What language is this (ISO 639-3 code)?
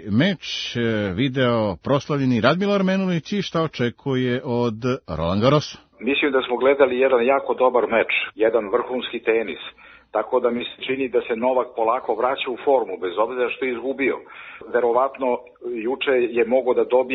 srp